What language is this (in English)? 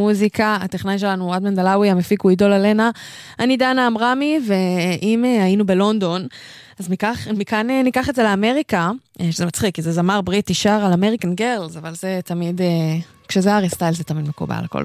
Hebrew